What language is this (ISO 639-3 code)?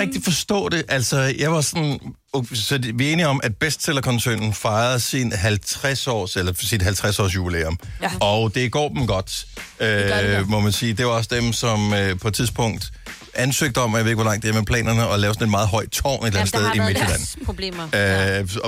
dan